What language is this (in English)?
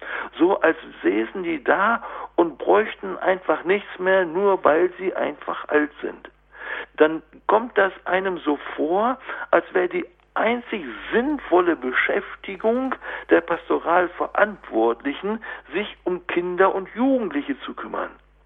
German